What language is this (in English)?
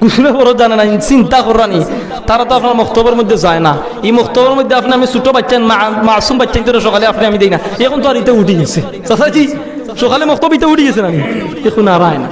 Sylheti